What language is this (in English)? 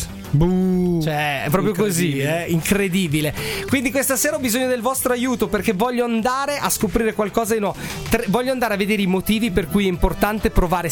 Italian